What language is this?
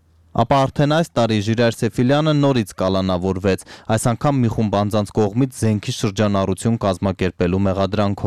Armenian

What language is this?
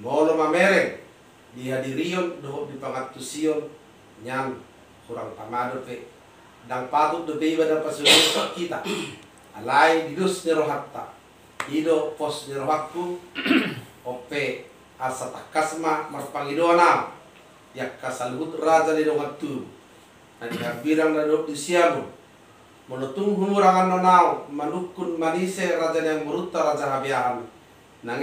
Batak Toba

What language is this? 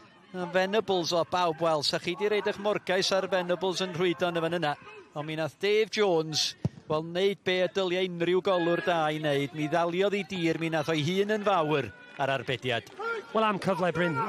Welsh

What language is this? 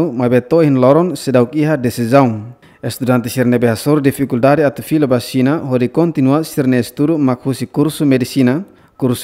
Tetum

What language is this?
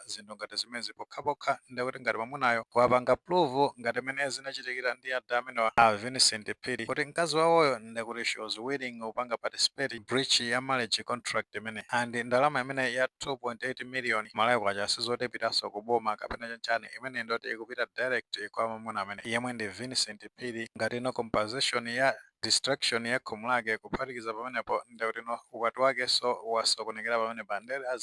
Nyanja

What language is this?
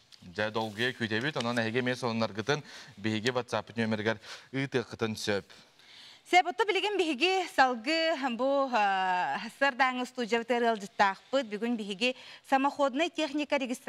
Yakut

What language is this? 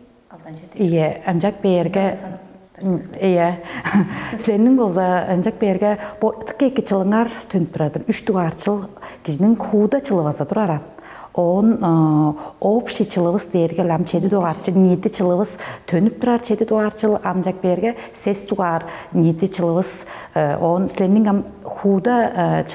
Tuvinian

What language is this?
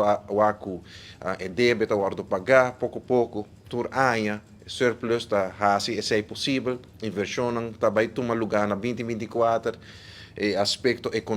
Papiamento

